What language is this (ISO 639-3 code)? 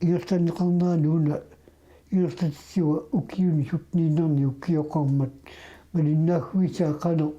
kal